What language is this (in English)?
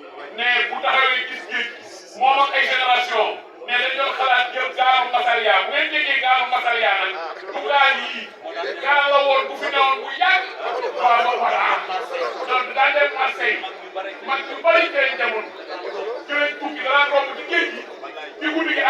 Wolof